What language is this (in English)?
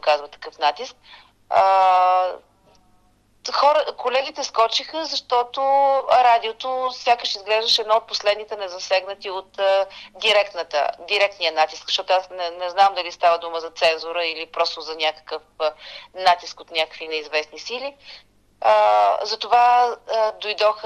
Bulgarian